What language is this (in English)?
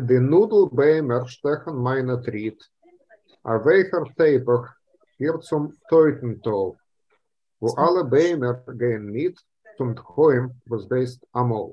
Yiddish